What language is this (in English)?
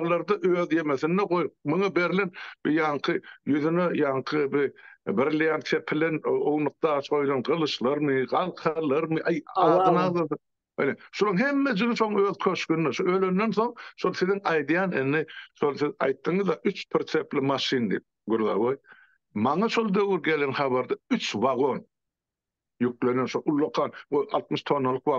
Turkmen